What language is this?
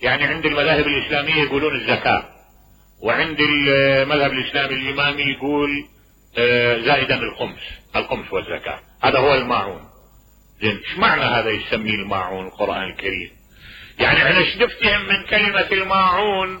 Mesopotamian Arabic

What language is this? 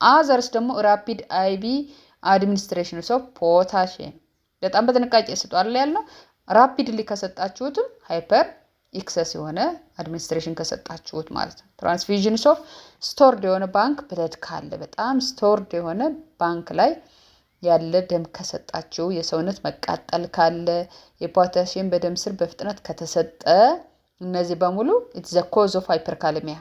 Amharic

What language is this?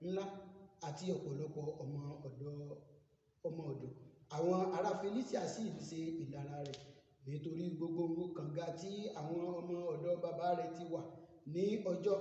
Yoruba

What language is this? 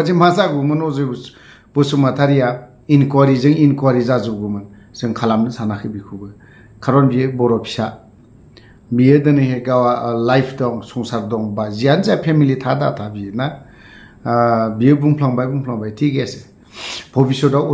Bodo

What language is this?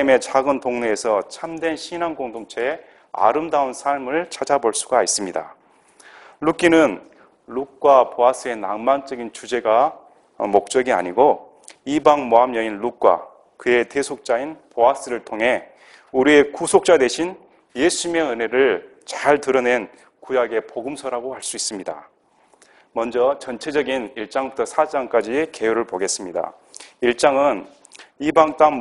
Korean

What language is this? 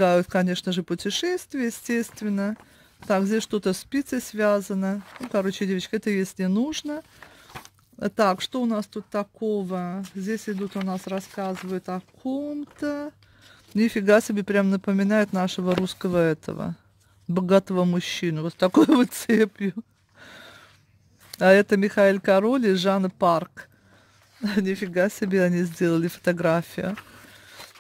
Russian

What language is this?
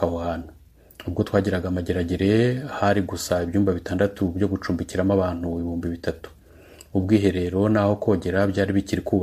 Kinyarwanda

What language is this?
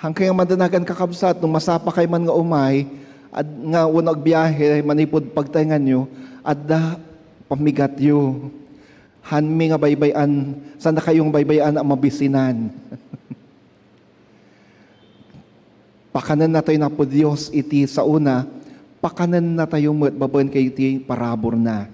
Iloko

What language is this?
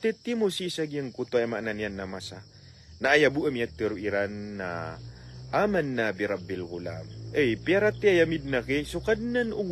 Maranao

